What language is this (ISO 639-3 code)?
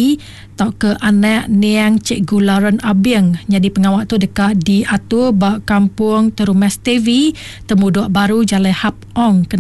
iba